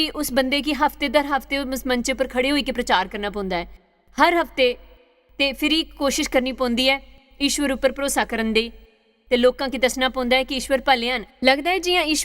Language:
Dogri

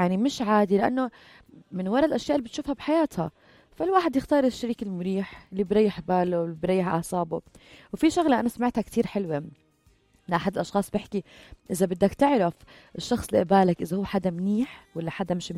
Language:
North Levantine Arabic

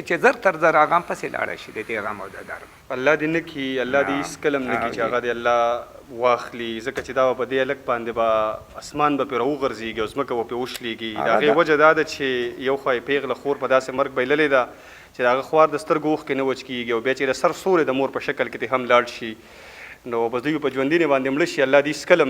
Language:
Pashto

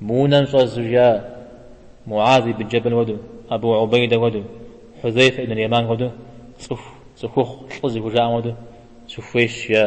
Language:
Kabardian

